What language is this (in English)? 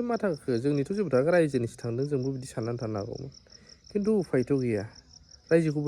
Bodo